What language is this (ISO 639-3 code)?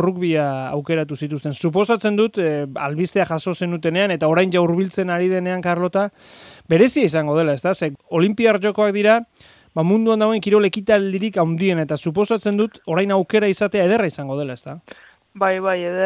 eus